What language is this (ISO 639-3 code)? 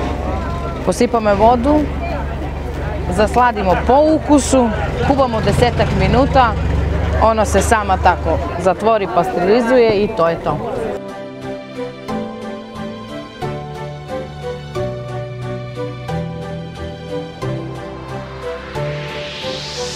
srp